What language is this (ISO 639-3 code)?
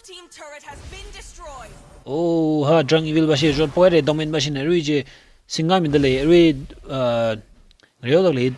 nmf